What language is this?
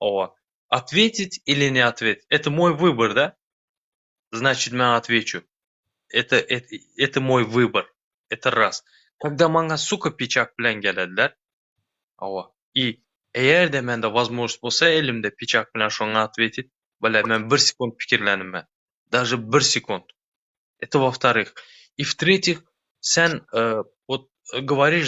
Turkmen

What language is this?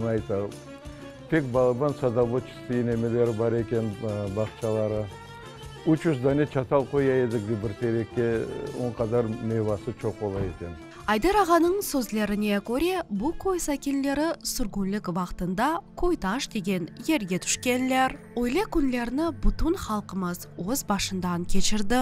Crimean Tatar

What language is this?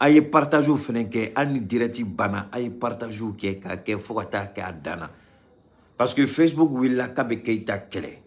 Bambara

